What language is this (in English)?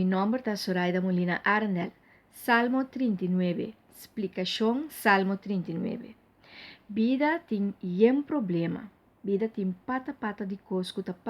Papiamento